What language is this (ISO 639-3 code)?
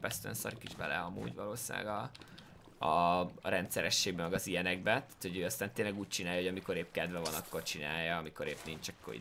hun